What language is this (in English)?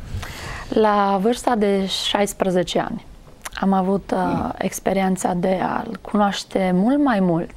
Romanian